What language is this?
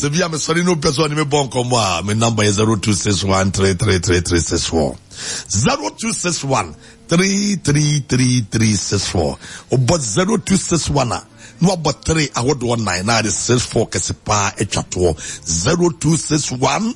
Akan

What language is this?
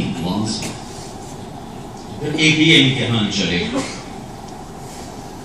Urdu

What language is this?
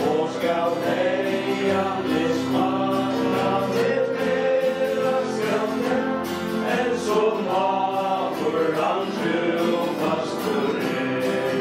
Faroese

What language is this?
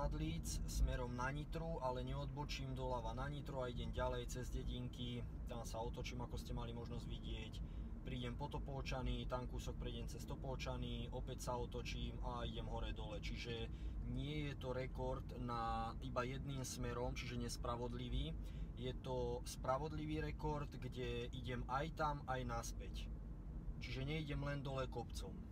Slovak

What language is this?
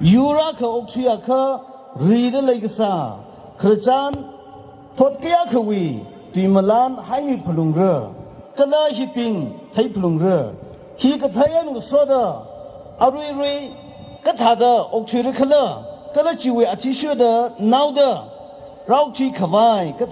Tangkhul Naga (India)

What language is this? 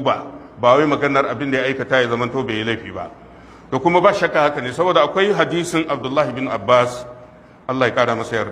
Hausa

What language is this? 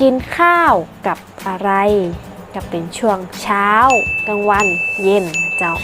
Northern Thai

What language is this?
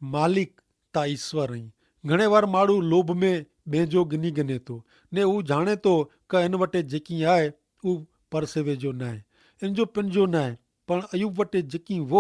Kachhi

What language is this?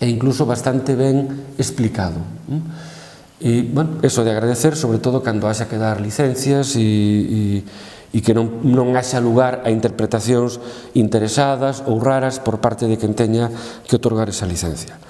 Galician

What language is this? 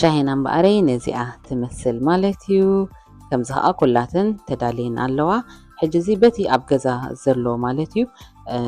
Tigrinya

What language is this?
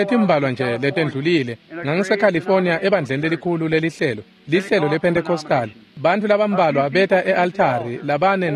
Swati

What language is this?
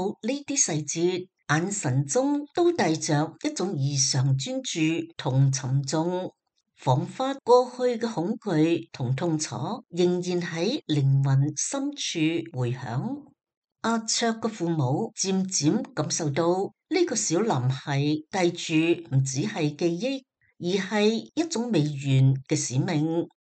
Cantonese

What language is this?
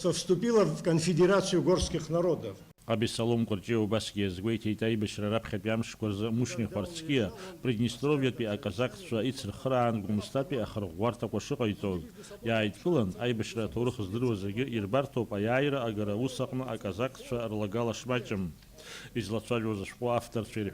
Abkhazian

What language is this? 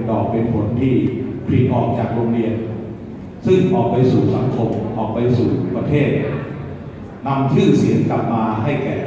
Thai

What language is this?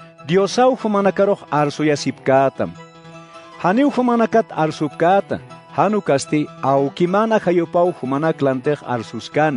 Aymara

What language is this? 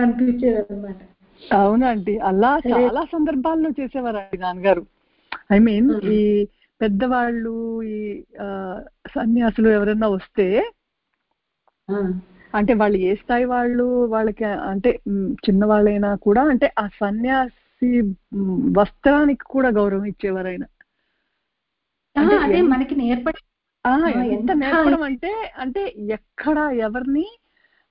Telugu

